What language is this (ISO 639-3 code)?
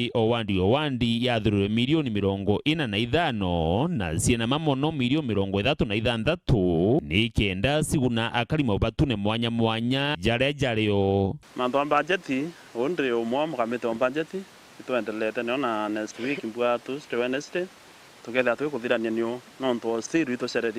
mer